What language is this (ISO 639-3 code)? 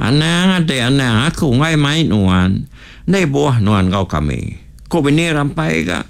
iba